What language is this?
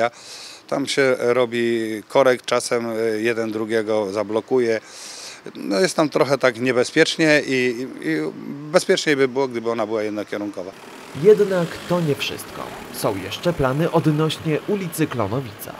Polish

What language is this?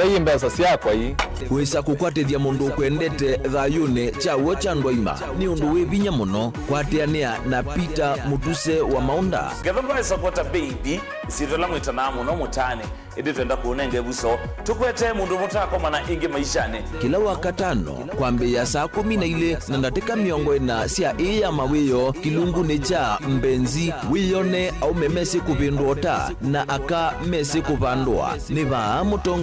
Kamba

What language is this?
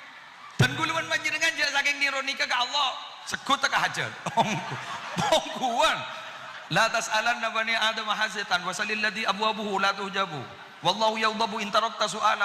Madurese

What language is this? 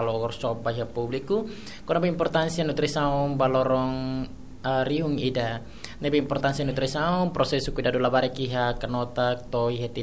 Tetum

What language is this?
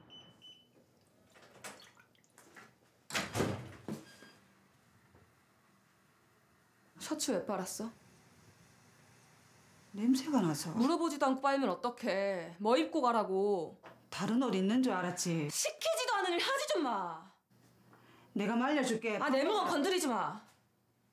Korean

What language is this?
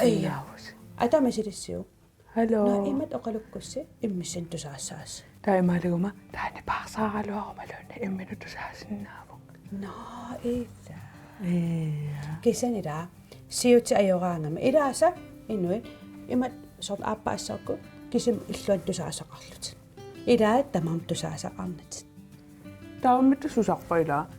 Kalaallisut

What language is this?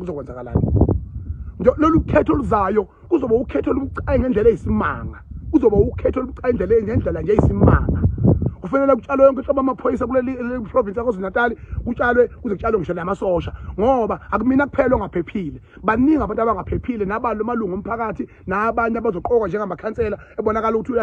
Zulu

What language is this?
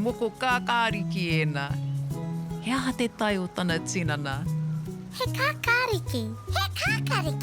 Māori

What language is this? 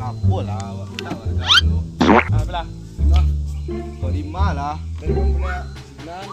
Minangkabau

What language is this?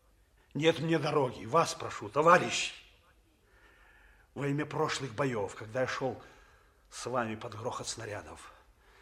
Russian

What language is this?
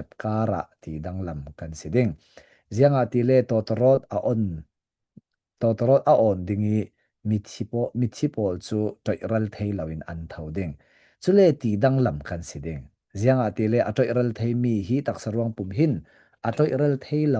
Falam Chin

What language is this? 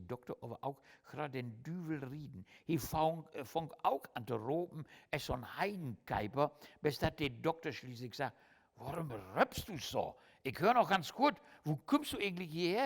Low German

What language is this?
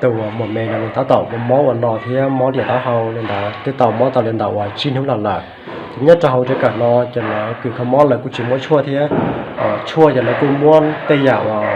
Hmong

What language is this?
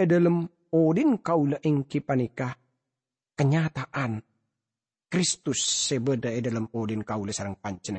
Madurese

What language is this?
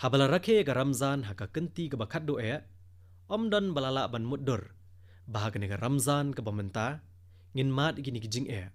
Khasi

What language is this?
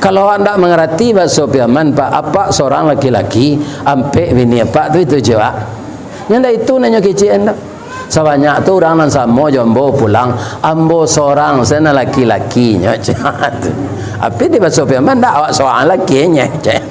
Minangkabau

